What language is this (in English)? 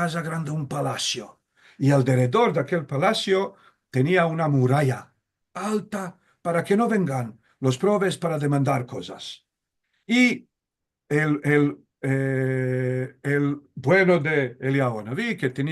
Ladino